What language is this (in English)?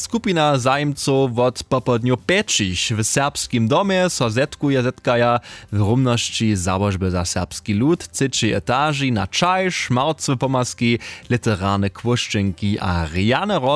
Upper Sorbian